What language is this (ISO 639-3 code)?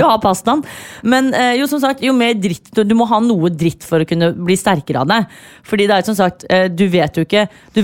nor